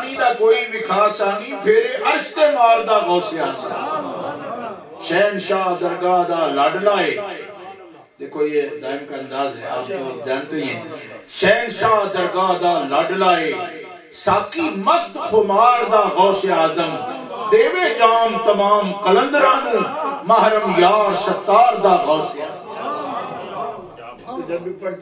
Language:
Urdu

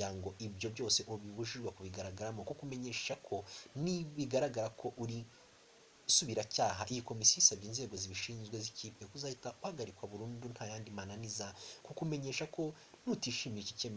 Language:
Kinyarwanda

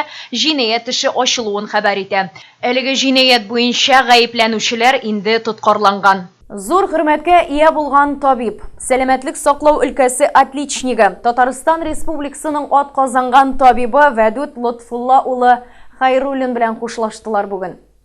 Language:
Tatar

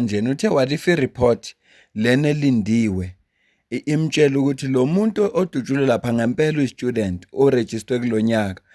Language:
Zulu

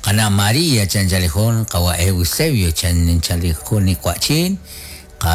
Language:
Kekchí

